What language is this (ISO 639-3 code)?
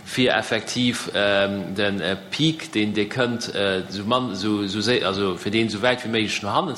ltz